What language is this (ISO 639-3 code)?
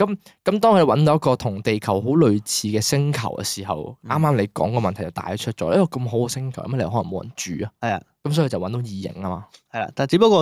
yue